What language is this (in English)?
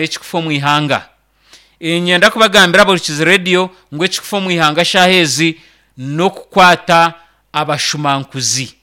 Nyankole